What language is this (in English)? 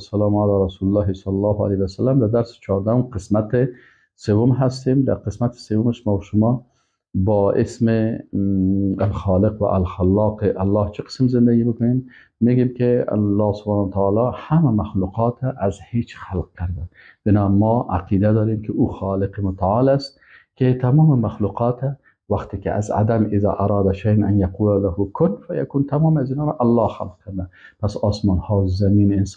Persian